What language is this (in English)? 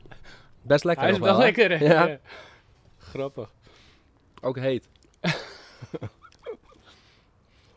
Dutch